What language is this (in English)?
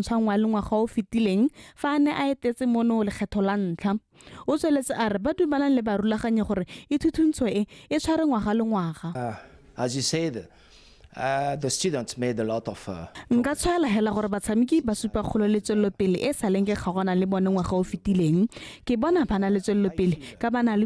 Tswana